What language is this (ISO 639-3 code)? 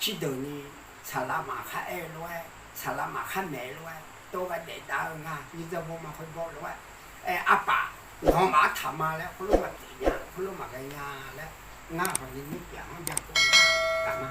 ahk